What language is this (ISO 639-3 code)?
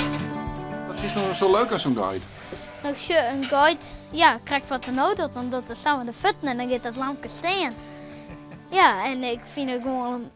fry